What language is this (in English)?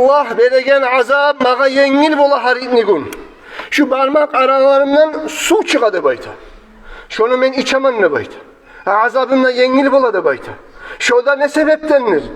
Kumyk